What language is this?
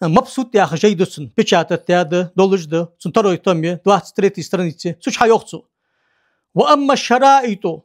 Ingush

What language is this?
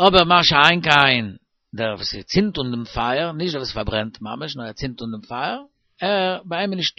Yiddish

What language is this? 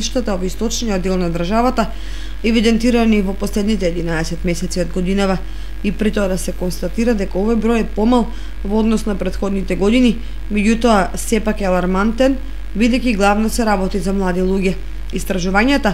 Macedonian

